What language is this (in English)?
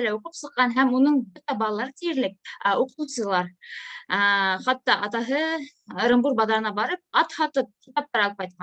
Bashkir